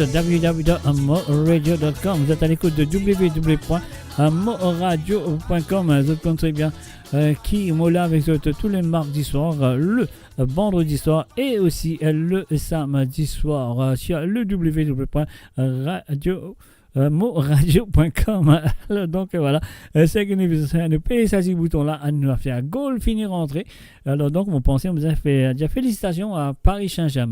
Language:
Morisyen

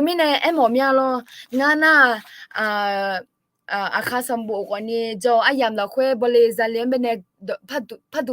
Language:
Akha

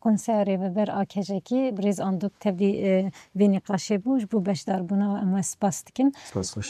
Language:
Kurdish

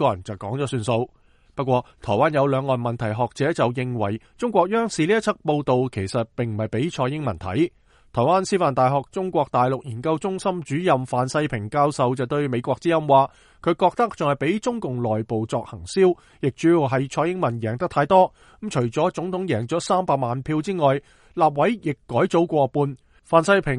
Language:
Cantonese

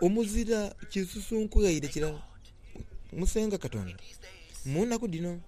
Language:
Soga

